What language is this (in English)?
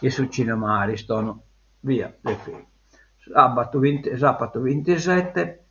Sardinian